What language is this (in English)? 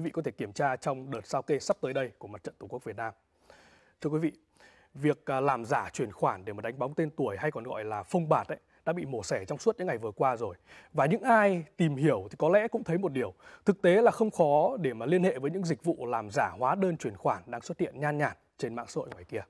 Vietnamese